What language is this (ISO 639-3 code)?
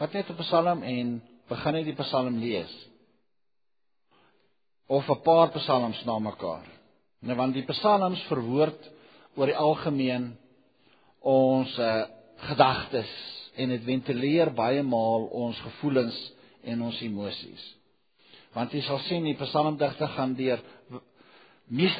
afr